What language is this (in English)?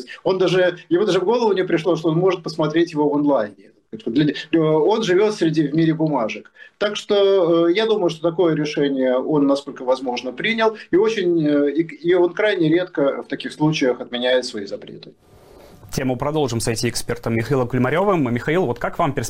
Russian